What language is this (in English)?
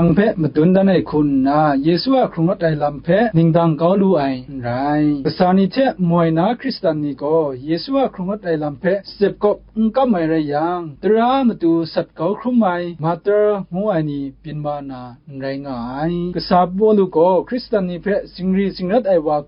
Kachin